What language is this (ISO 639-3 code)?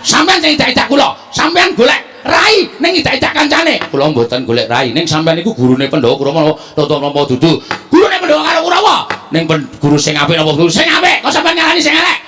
jav